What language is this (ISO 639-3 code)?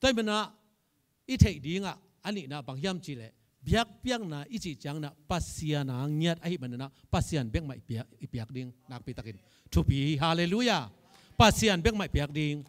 ctd